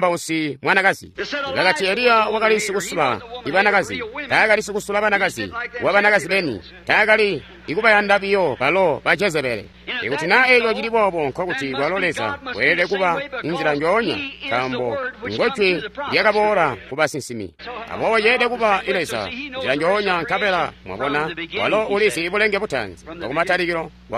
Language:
Tonga (Zambia)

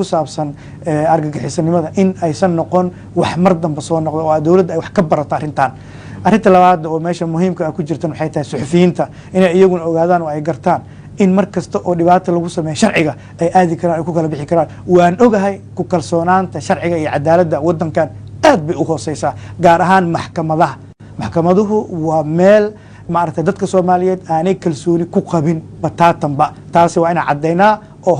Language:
Somali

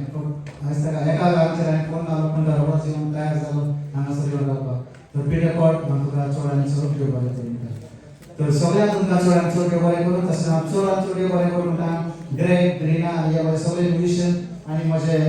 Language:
Konkani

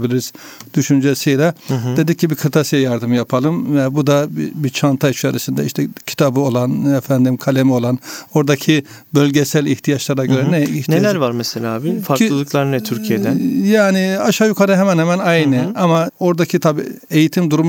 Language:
Turkish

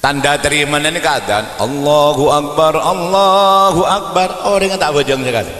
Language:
Madurese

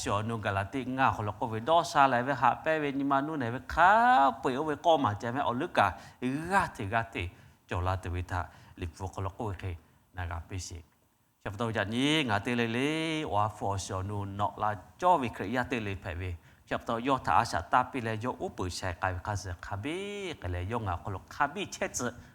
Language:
Lahu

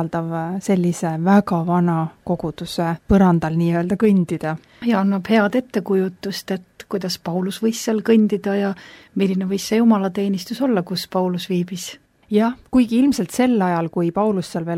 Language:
Estonian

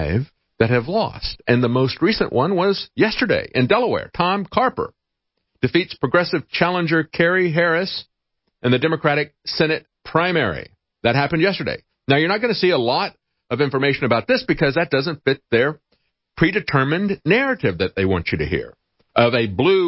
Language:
English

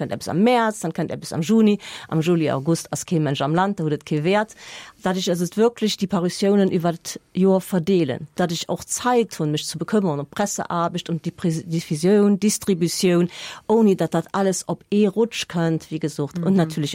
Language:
Luxembourgish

